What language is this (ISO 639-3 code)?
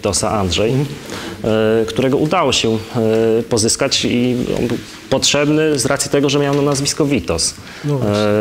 pol